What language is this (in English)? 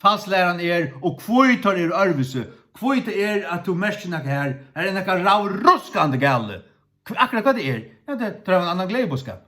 Faroese